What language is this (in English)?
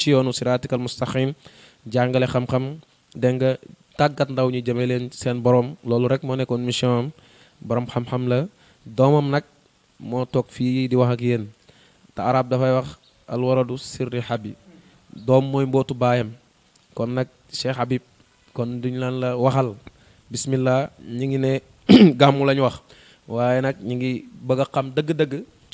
Wolof